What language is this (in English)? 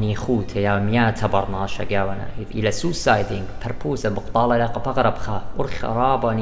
Assyrian Neo-Aramaic